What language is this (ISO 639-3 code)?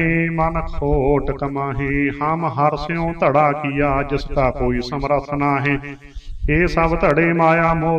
pan